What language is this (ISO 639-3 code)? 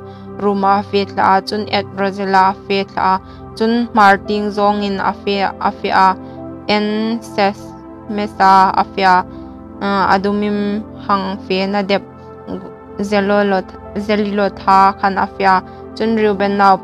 hmr